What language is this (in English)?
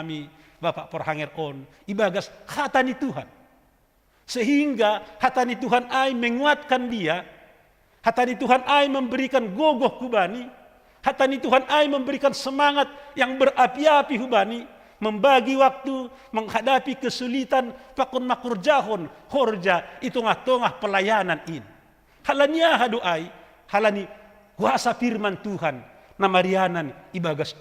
Batak Simalungun